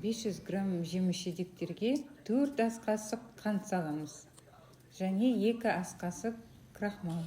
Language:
Kazakh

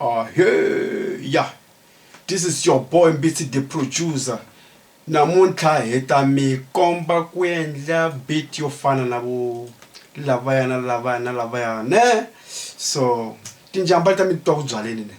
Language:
Tsonga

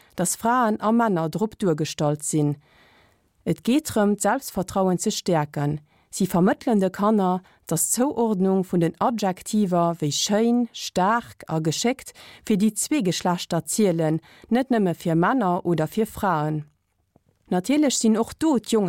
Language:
Luxembourgish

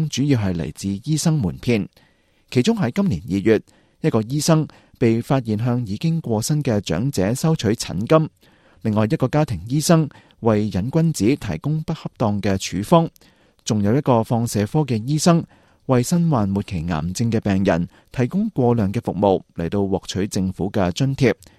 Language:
Cantonese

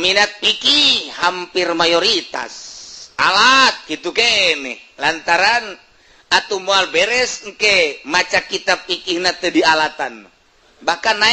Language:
Sundanese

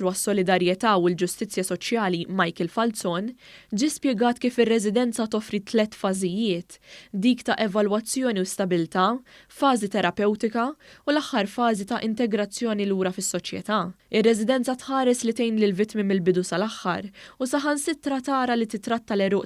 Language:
Maltese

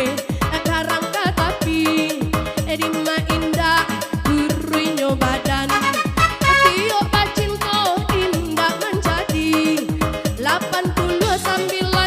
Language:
Minangkabau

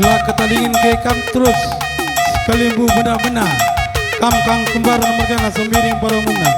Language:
Batak Karo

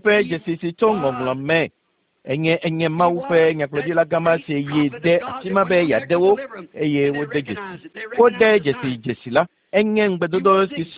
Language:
Ewe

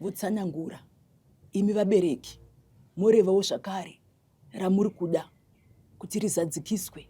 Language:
Shona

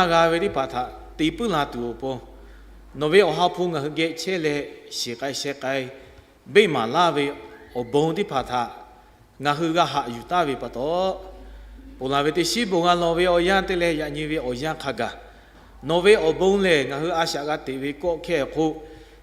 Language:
Lahu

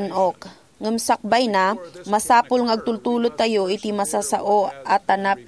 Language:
Iloko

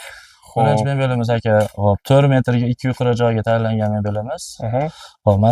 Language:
Uzbek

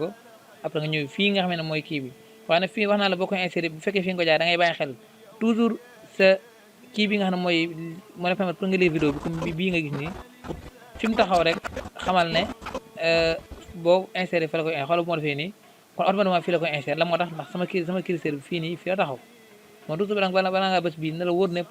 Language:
Wolof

